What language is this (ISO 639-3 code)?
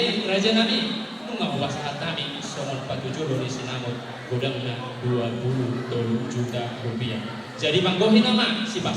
bbc